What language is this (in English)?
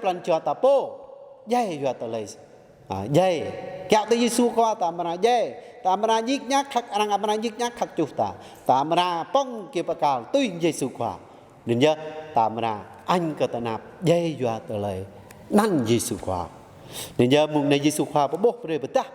Jarai